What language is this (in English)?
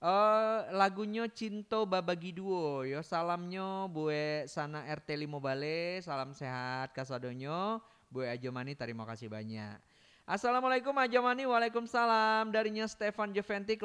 Minangkabau